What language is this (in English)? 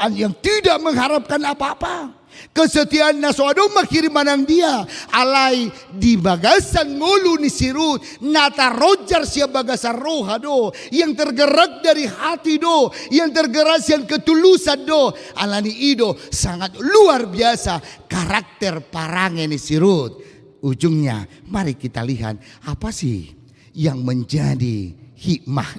Batak Toba